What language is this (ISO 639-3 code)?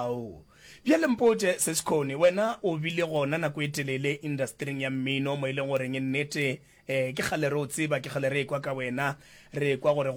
nso